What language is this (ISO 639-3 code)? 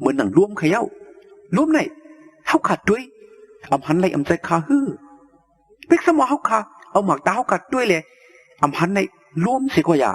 shn